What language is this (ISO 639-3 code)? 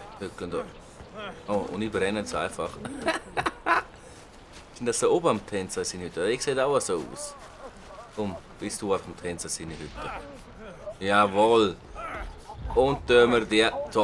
gsw